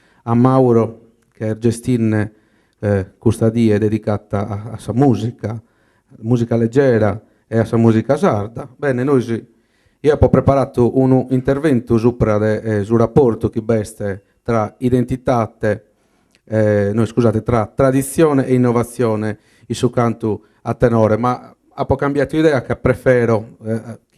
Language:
Sardinian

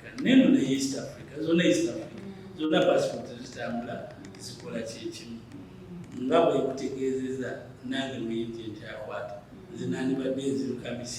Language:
Ganda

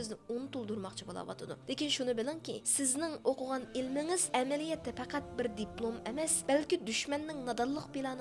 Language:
Uyghur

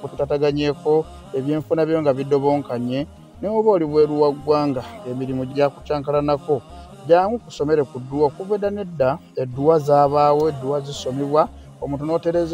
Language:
Ganda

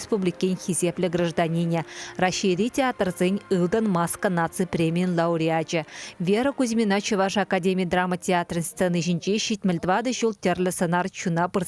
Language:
Chuvash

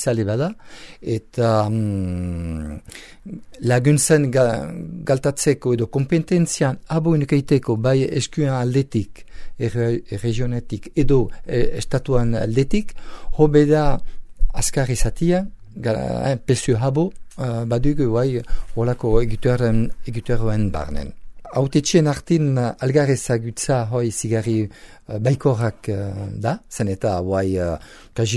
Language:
Basque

